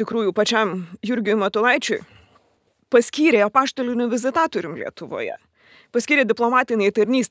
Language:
Lithuanian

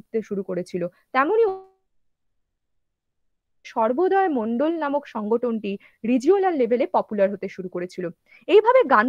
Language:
Bangla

